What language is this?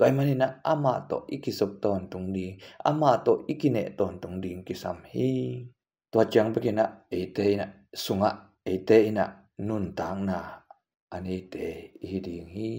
Tedim Chin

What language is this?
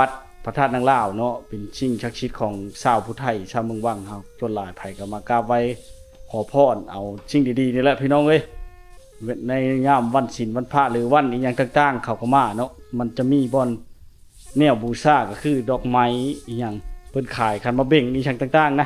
Lao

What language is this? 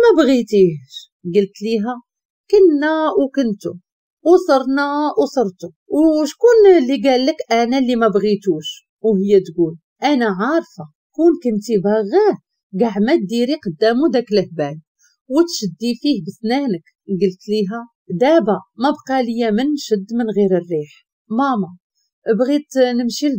Moroccan Arabic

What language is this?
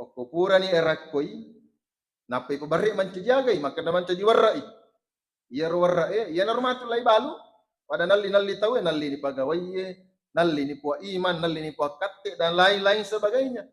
Buginese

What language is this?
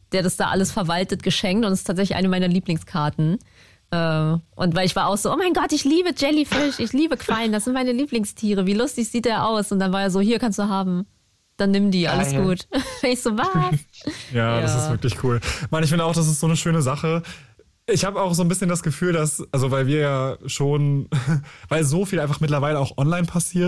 German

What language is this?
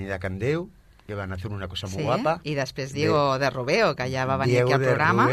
Catalan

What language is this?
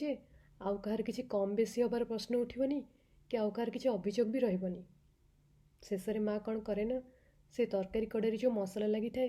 Odia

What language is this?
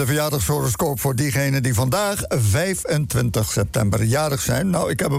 Dutch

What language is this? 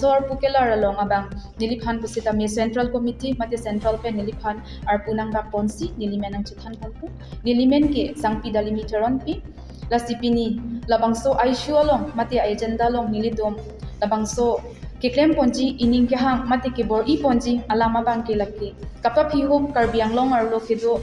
Karbi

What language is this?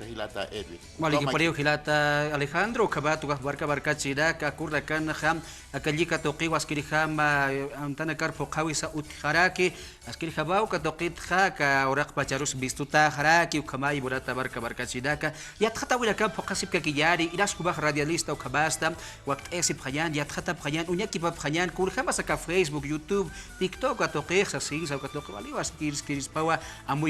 Aymara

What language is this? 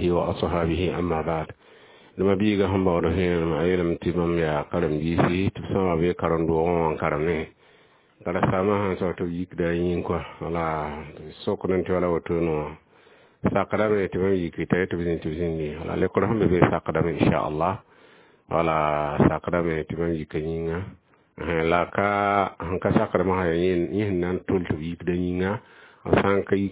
Mossi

